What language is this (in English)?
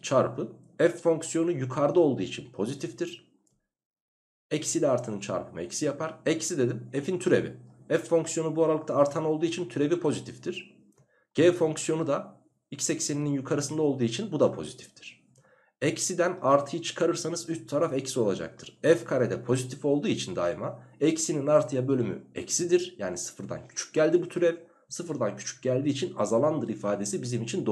Turkish